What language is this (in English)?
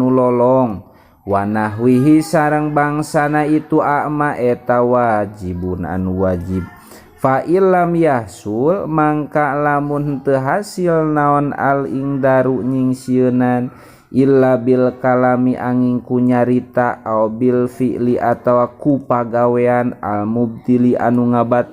Sundanese